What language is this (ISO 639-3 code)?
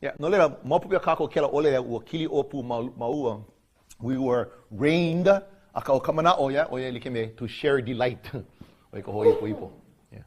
haw